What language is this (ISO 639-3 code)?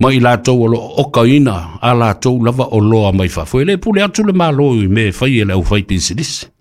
smo